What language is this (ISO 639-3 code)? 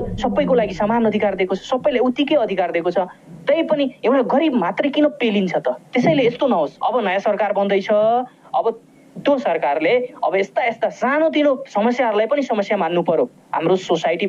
nep